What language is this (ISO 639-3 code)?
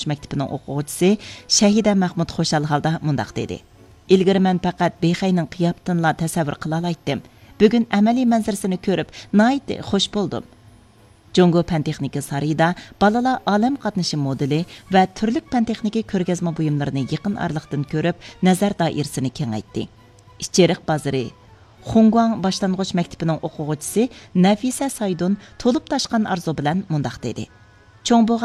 uig